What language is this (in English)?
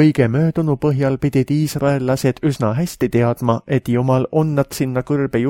Estonian